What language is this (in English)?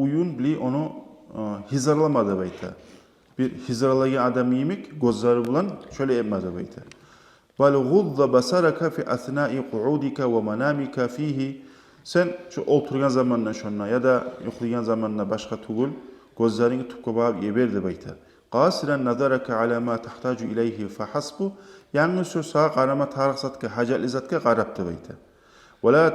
Kumyk